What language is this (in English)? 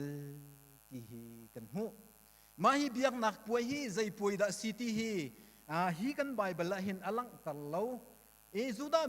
Hakha Chin